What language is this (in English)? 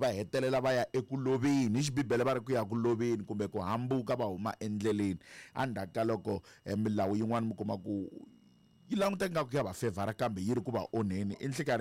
Tsonga